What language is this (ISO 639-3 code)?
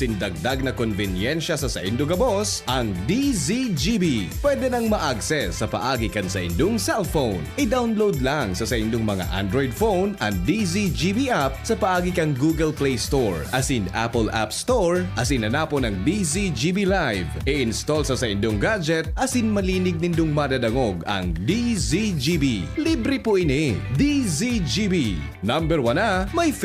bik